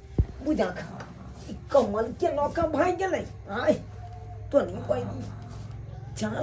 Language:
Maithili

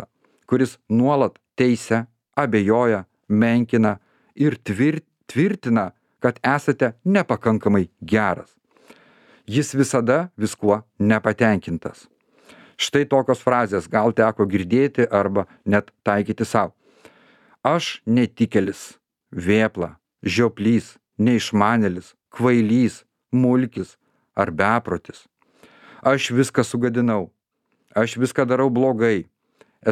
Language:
Lithuanian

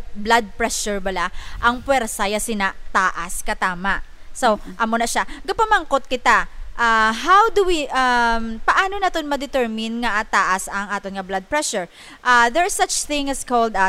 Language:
Hiligaynon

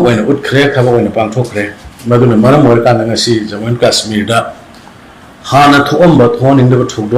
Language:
Manipuri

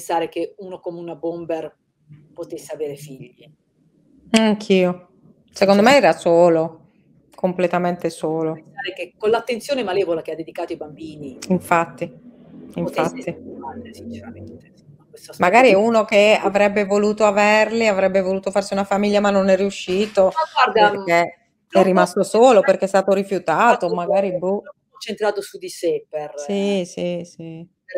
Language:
Italian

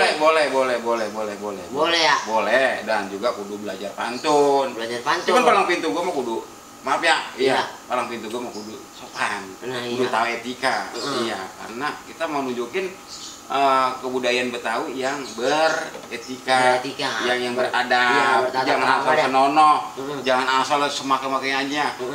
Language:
Betawi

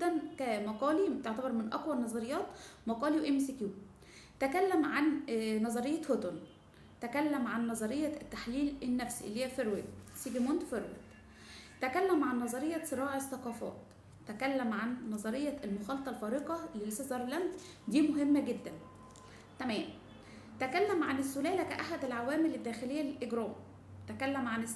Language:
Egyptian Arabic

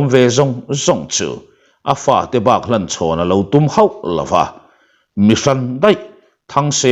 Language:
Mizo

